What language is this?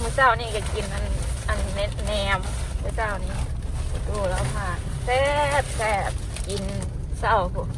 Northeastern Thai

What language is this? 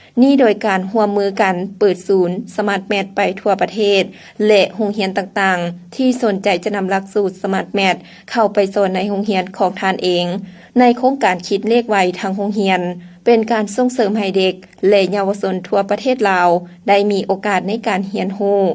Lao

